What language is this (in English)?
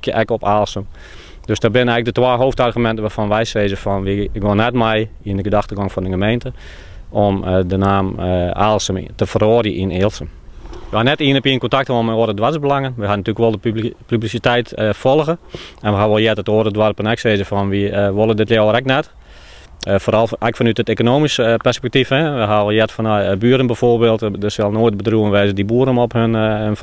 Western Frisian